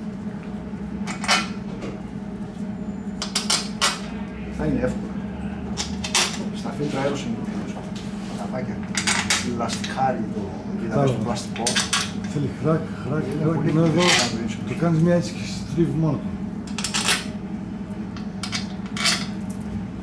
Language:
Greek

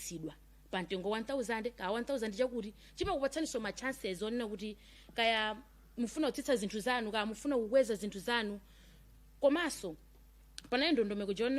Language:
Nyanja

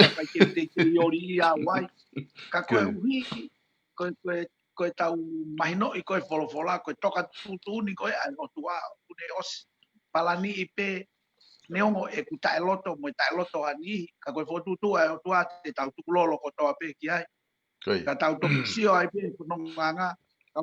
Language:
Tongan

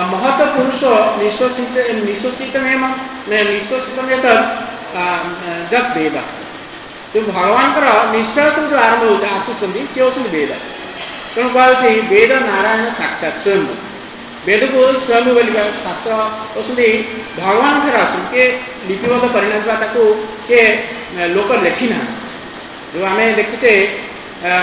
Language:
Odia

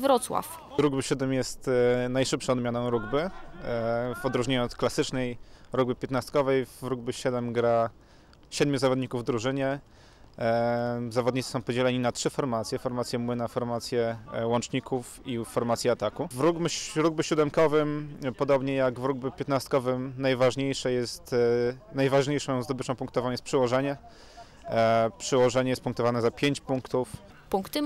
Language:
Polish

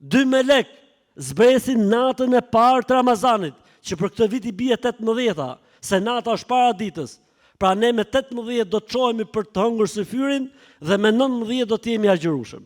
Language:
Albanian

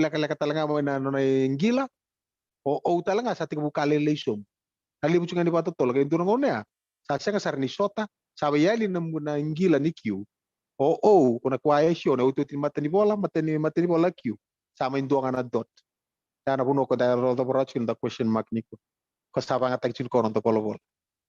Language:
Fijian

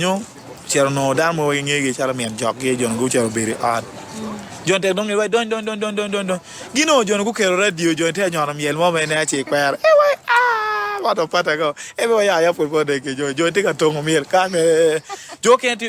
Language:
Acoli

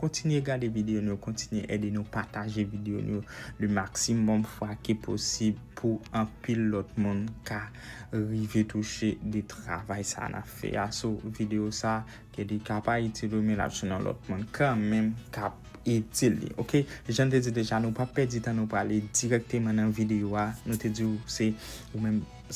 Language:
Haitian Creole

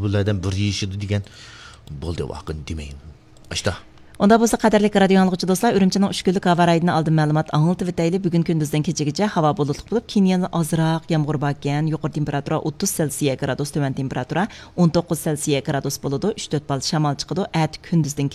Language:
Uyghur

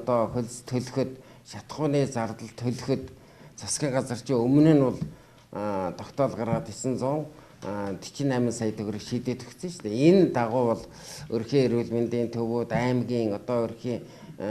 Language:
Mongolian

